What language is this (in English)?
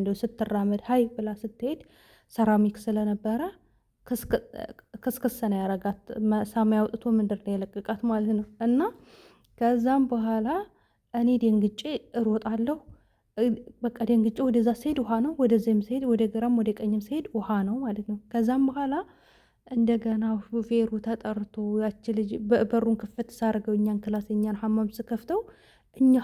Amharic